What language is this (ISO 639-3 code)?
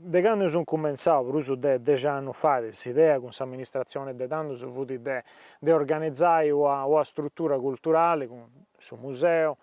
srd